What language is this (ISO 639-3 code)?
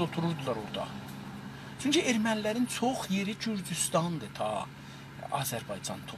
azb